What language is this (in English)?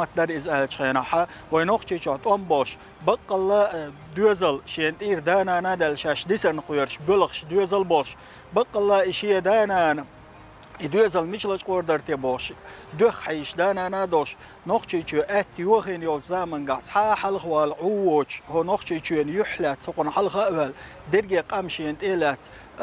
Chechen